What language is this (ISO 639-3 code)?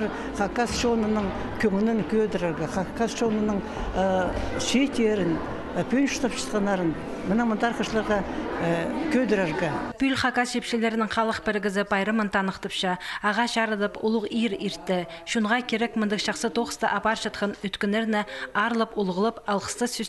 kjh